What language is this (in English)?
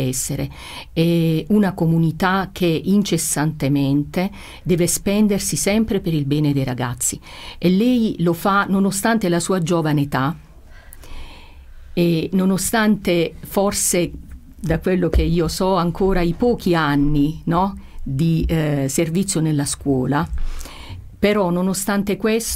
Italian